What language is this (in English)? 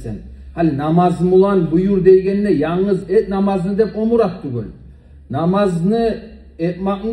Kumyk